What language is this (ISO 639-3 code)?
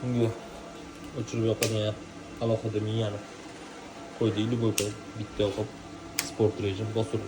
uzb